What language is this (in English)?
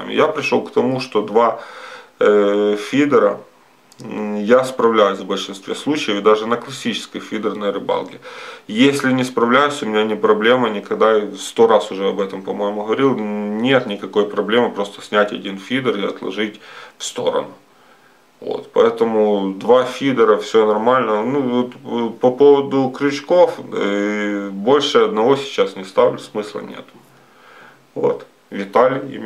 Russian